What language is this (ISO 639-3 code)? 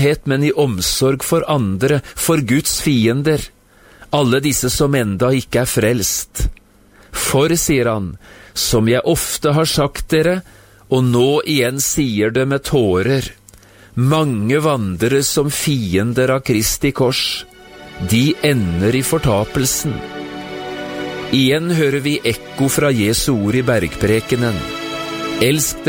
nor